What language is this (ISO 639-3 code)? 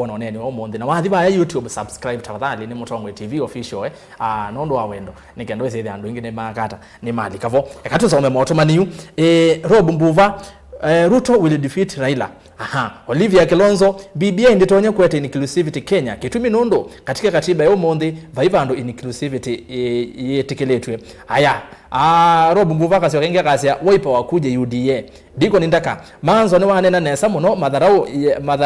kam